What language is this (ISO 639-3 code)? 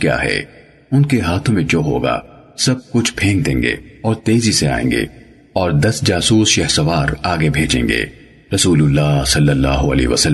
urd